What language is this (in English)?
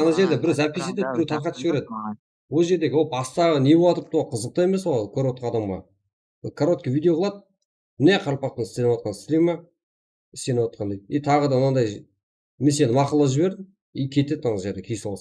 Kara-Kalpak